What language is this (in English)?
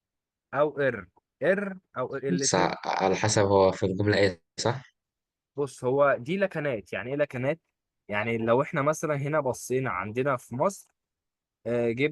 Egyptian Arabic